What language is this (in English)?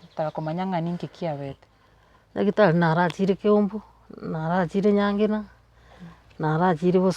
Gusii